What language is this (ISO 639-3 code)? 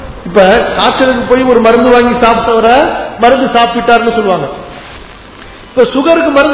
tam